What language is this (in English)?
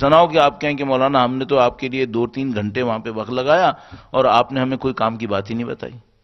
Urdu